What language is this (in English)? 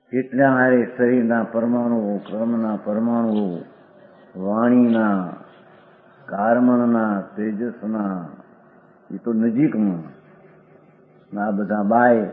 Gujarati